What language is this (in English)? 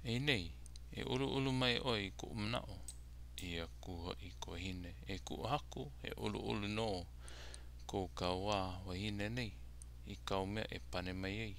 Hawaiian